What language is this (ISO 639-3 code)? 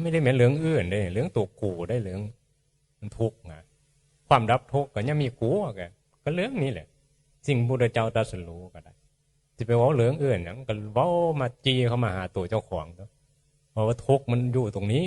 tts